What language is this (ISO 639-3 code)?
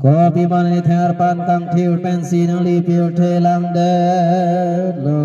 mjw